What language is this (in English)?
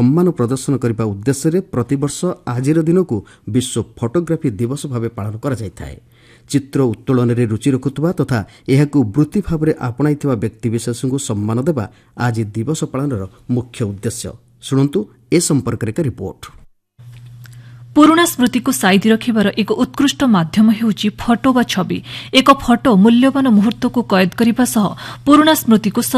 Odia